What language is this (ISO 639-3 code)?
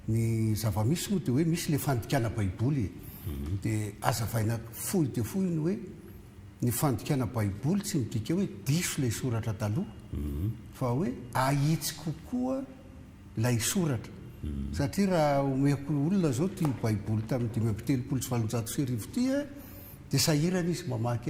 mlg